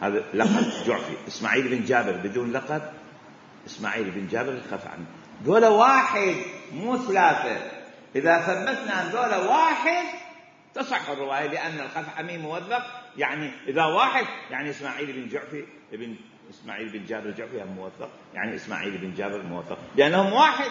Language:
Mesopotamian Arabic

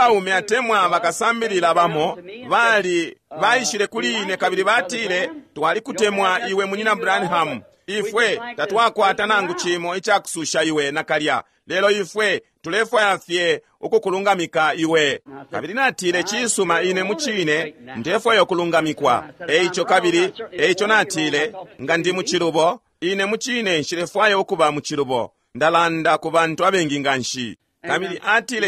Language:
Bemba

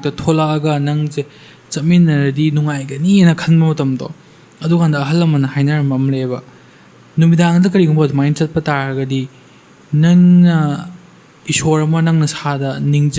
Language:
Manipuri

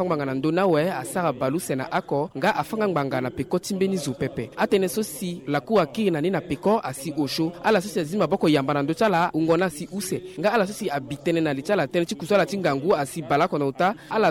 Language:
Sango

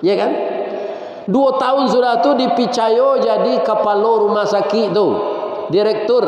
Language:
Minangkabau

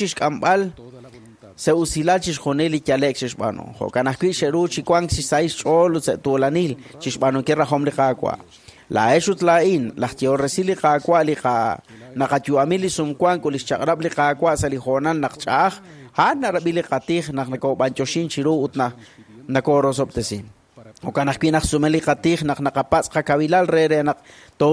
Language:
Kekchí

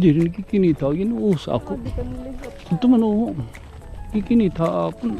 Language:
Waray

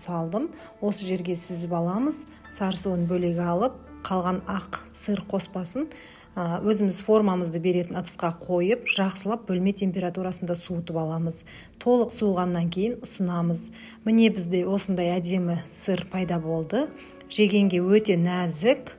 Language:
Kazakh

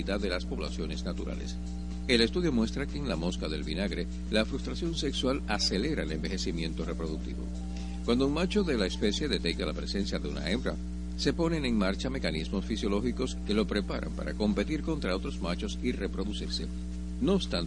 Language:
Spanish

